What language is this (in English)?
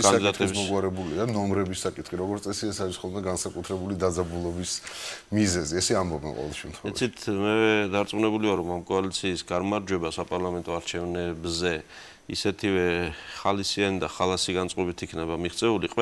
Georgian